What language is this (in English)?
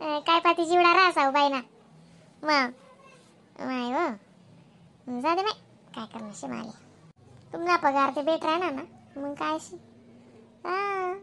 Khandesi